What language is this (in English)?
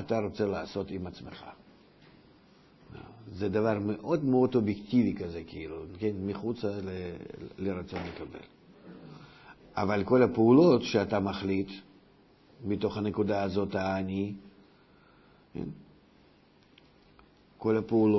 Hebrew